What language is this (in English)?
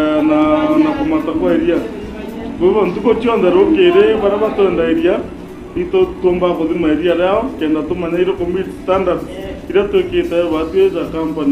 Meru